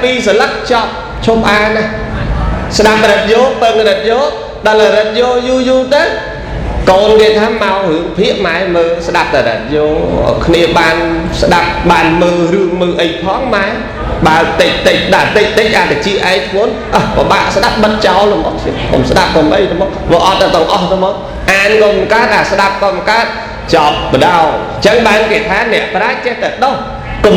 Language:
Khmer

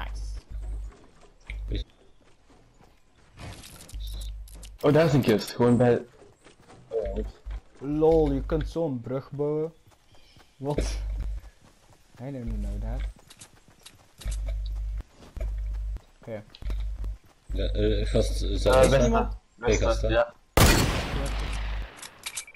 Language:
Dutch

